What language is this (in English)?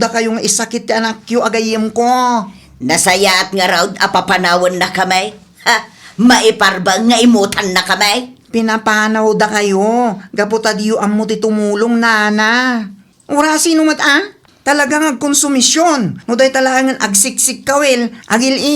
Iloko